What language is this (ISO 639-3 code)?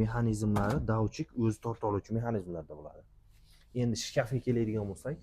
uzb